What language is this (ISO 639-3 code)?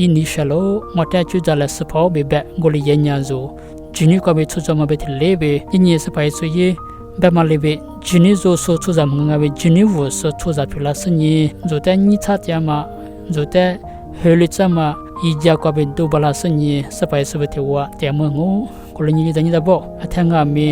lis